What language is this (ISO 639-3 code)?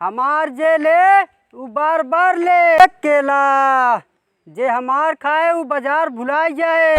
awa